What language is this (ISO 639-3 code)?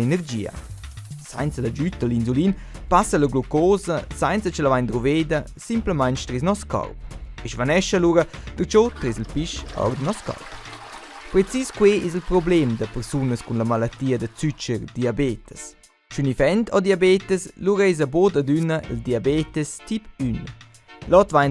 roh